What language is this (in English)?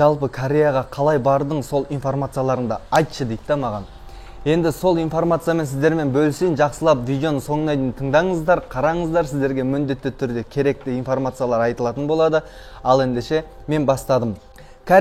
Kazakh